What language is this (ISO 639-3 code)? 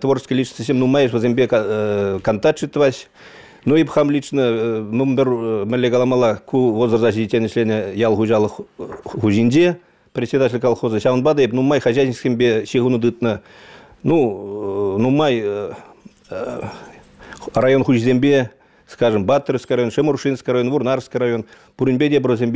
chv